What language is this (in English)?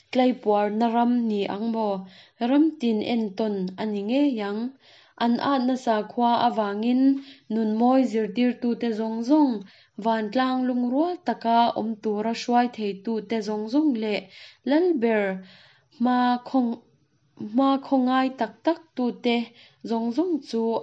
Mizo